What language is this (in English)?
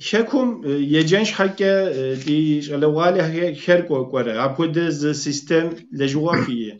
Kabardian